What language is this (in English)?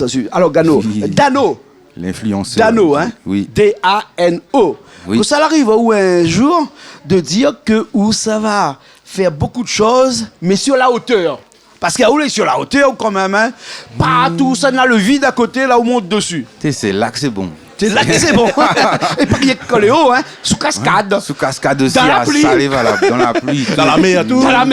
Réunion Creole French